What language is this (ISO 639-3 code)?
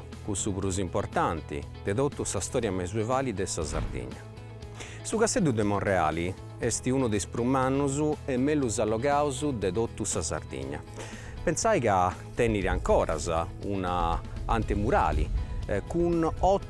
srd